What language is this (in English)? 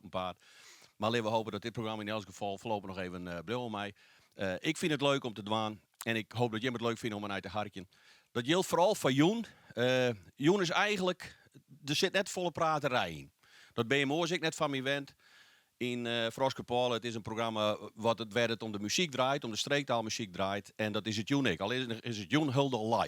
Western Frisian